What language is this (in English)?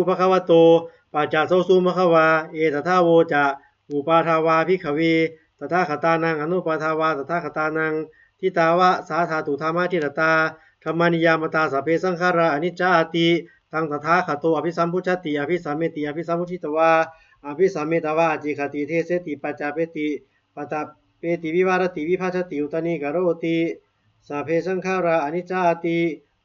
Pali